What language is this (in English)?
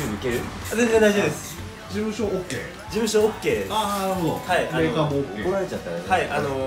Japanese